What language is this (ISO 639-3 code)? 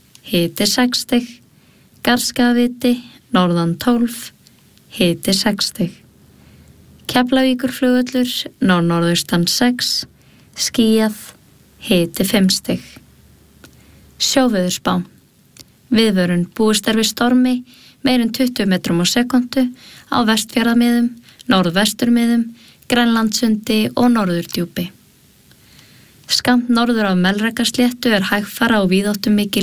isl